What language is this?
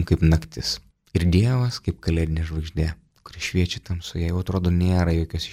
Lithuanian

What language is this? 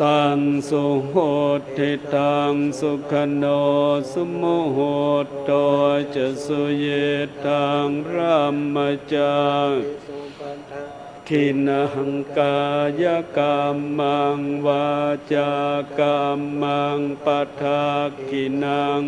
Pali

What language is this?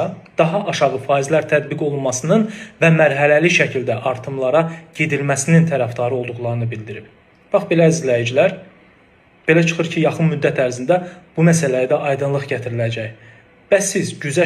Azerbaijani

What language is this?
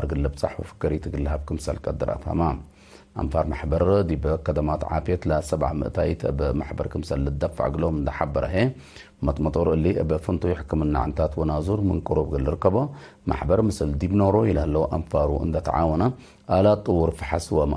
Tigre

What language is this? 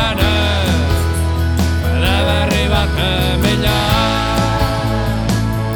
Basque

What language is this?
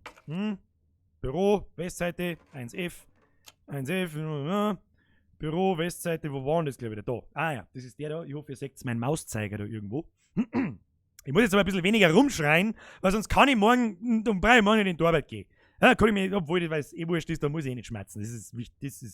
Bavarian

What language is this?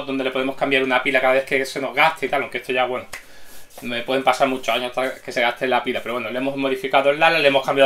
Spanish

